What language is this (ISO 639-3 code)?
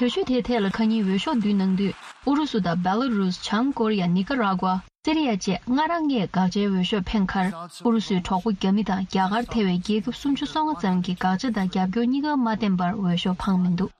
bod